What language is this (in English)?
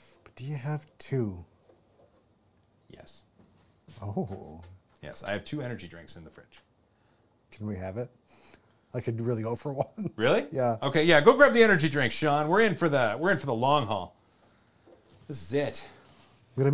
English